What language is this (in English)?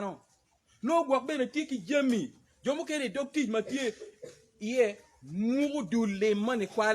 Acoli